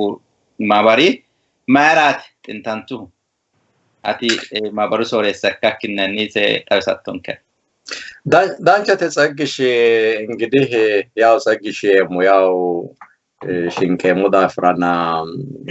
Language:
Sidamo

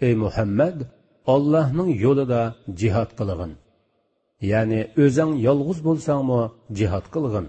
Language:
Uyghur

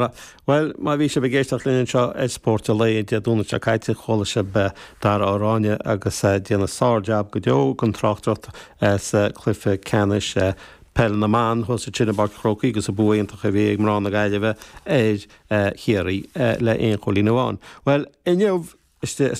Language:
Irish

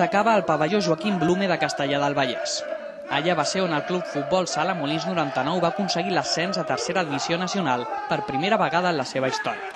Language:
Catalan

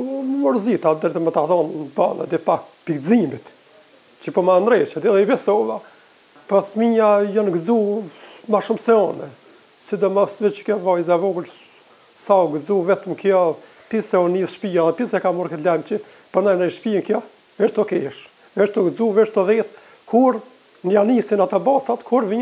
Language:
Albanian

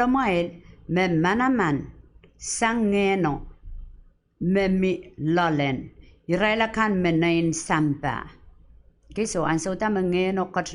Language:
Pohnpeian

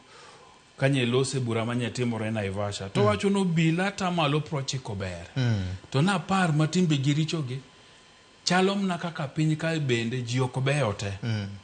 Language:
Luo (Kenya and Tanzania)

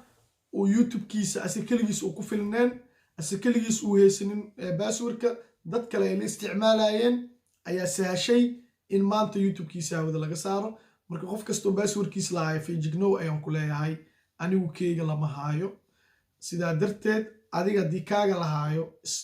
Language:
Somali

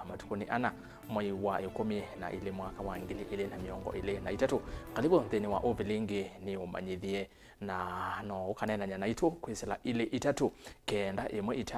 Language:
Kamba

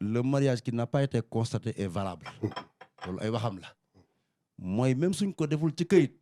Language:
Wolof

